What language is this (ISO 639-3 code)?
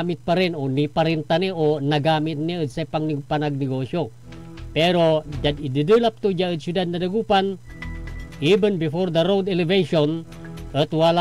pag